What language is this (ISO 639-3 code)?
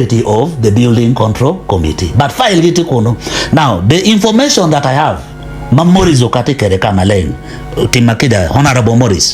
ach